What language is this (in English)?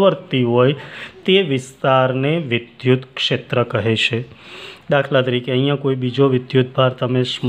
Gujarati